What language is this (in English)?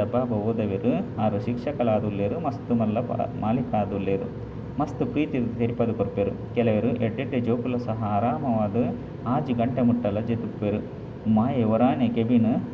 Tulu